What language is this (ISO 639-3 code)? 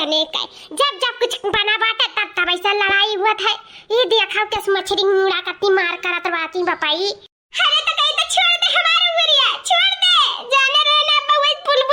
awa